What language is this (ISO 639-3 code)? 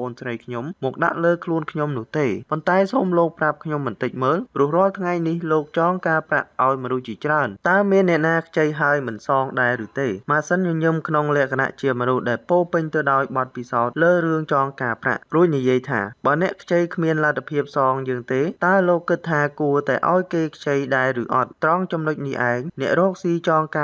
khm